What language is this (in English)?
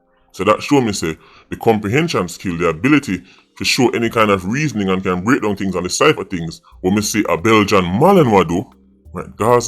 Jamaican Creole English